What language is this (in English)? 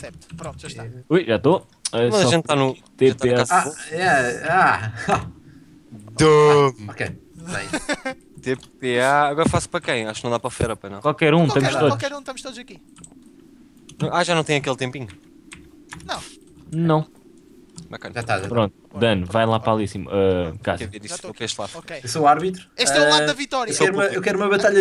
Portuguese